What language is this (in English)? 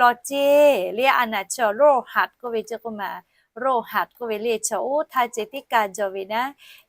Lahu